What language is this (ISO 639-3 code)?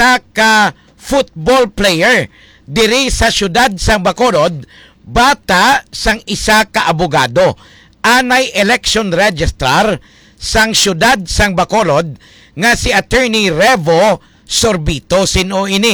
hil